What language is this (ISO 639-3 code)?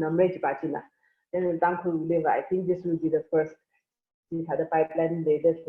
nmf